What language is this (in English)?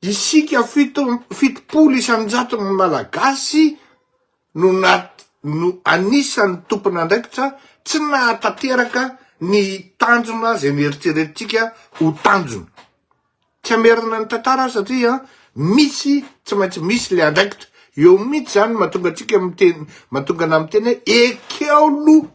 Malagasy